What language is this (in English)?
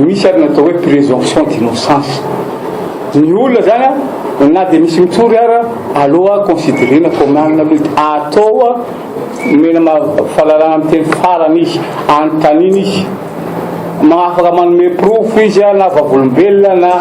Malagasy